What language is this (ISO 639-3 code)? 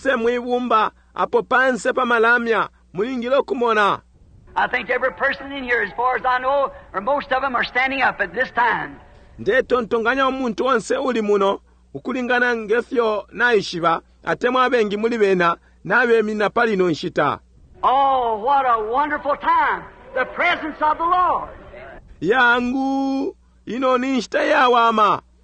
bem